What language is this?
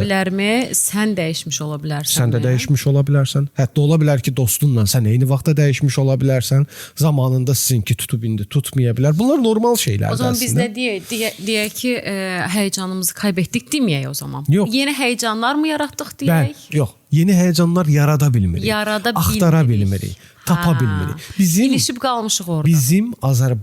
Azerbaijani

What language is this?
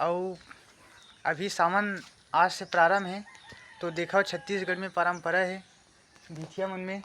Chhattisgarhi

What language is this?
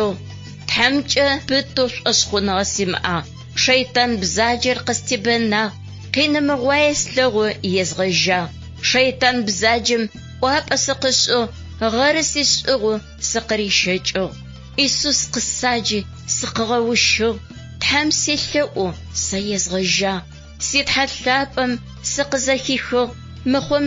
Adyghe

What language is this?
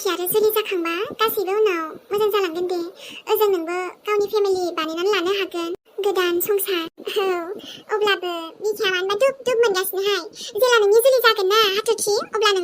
Bodo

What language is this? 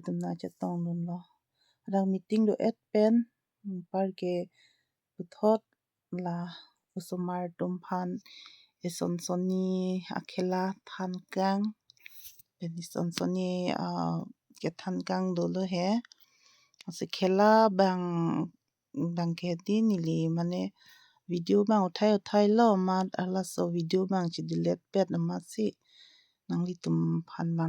Karbi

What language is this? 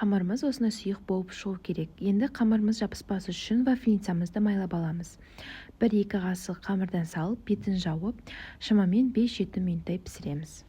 Kazakh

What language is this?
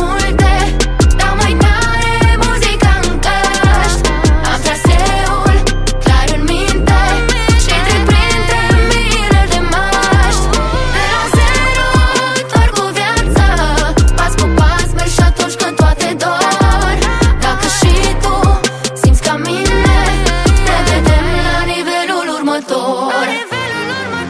Romanian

